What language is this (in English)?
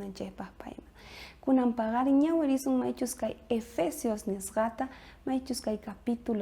South Bolivian Quechua